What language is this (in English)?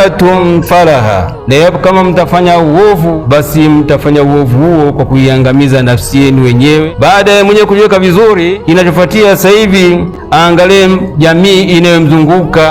Swahili